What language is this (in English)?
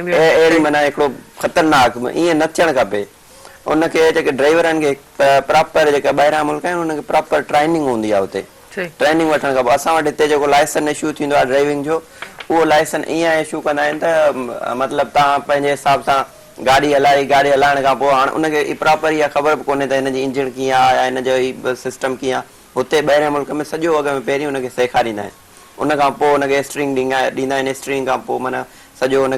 Sindhi